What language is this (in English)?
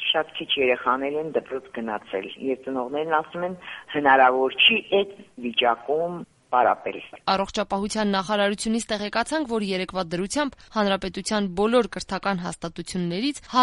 Armenian